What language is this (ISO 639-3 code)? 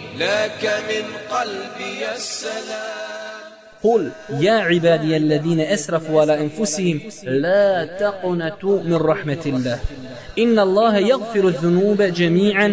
bos